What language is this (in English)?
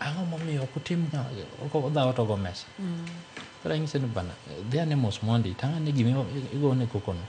Luo (Kenya and Tanzania)